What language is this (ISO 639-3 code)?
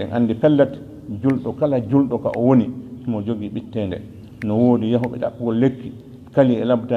ful